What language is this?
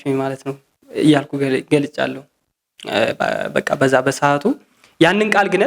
Amharic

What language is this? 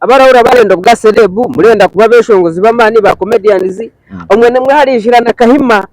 Nyankole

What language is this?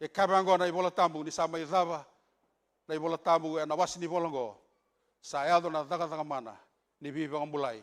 Fijian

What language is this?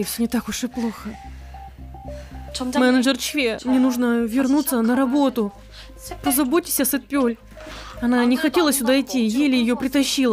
Russian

